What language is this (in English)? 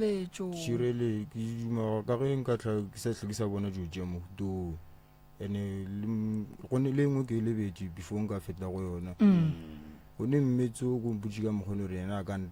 Northern Sotho